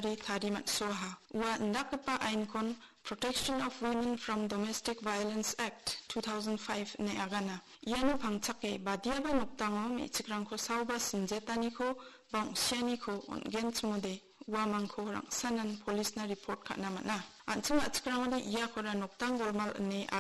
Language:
Garo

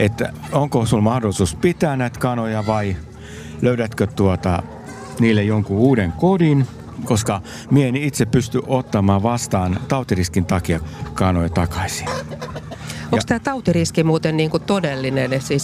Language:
Finnish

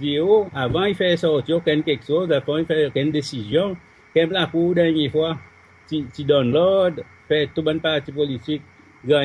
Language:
Seselwa Creole French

